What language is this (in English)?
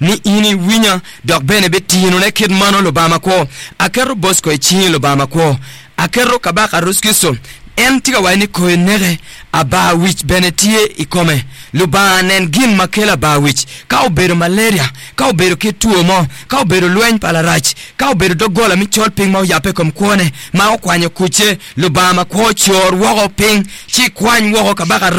Acoli